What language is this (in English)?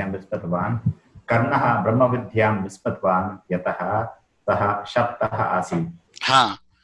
Sanskrit